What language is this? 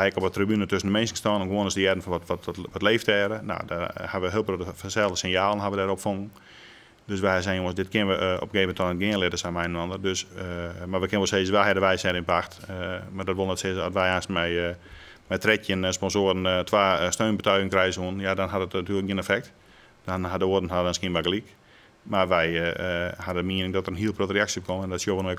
Western Frisian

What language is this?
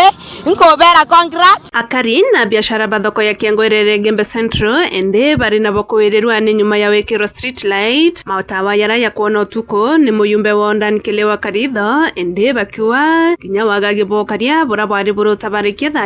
Meru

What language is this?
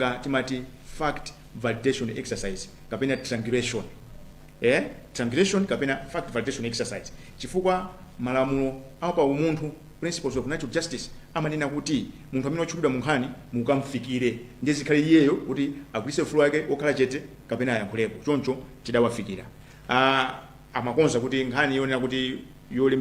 Nyanja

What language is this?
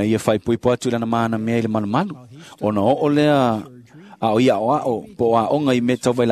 Samoan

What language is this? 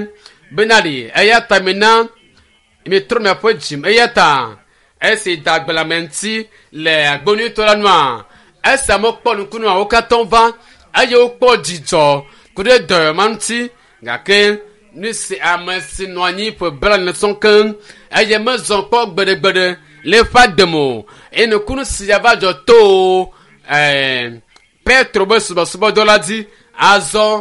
Ewe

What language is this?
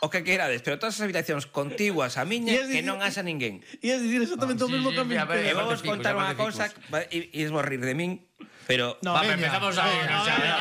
Galician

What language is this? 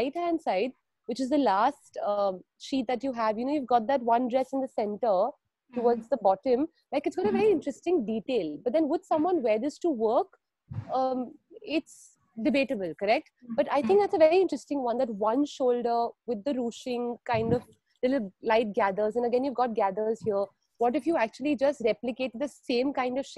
English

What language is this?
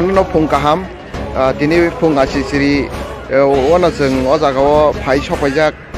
Kok Borok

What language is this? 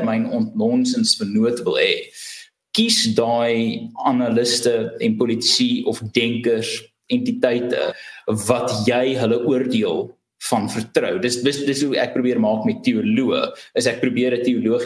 Afrikaans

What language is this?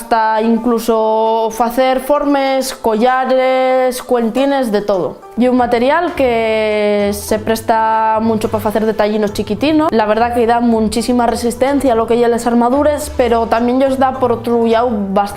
Asturian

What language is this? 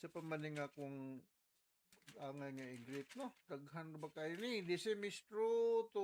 Cebuano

